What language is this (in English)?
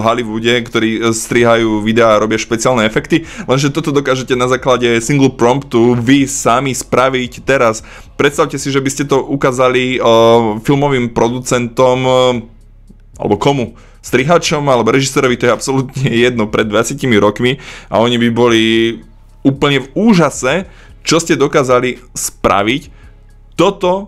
Slovak